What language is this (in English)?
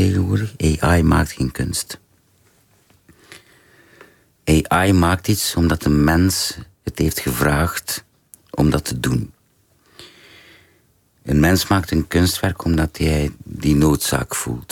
Dutch